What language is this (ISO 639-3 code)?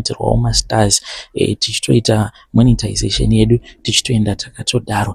sna